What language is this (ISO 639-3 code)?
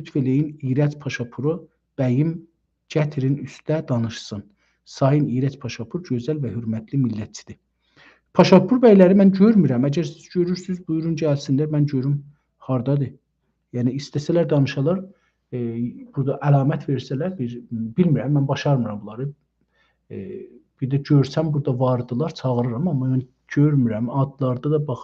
azb